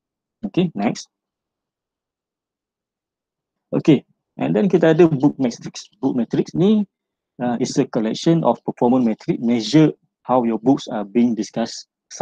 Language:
Malay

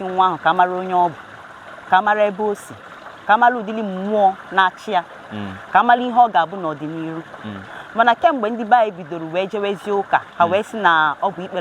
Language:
Igbo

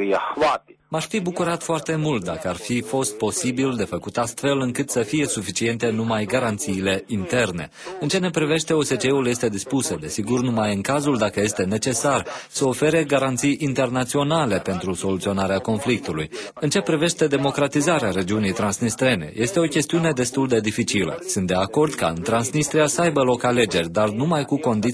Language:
Romanian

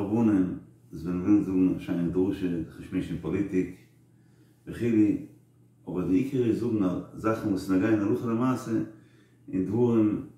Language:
Yiddish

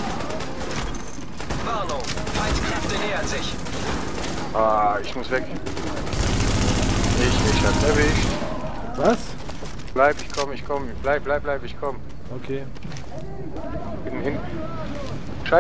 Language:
German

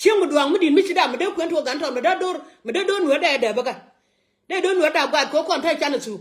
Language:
Nuer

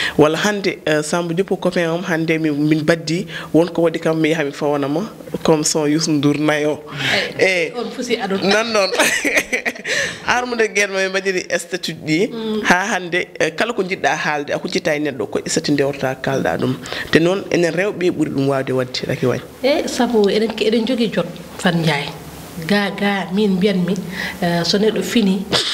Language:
Fula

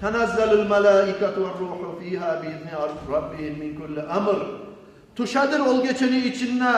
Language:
Kumyk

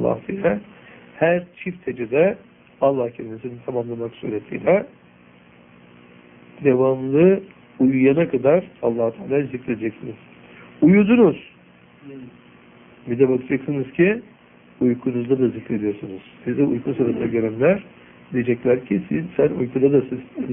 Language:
Turkish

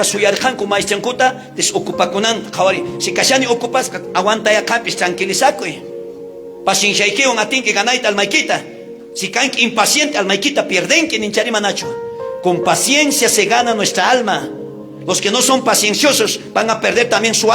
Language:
South Bolivian Quechua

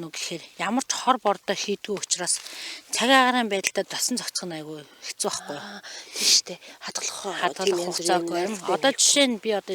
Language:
Mongolian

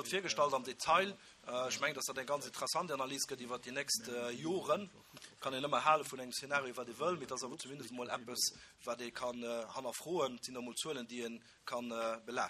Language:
Luxembourgish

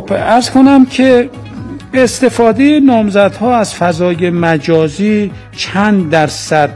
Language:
Persian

